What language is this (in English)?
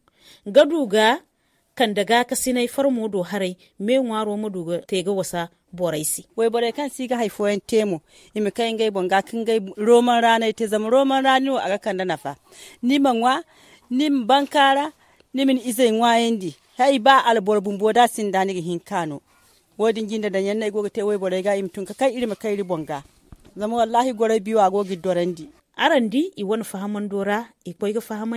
Zarma